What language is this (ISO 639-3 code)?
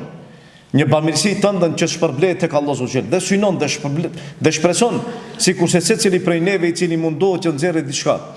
sqi